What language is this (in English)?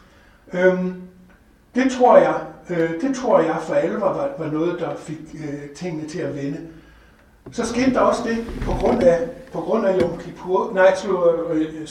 Danish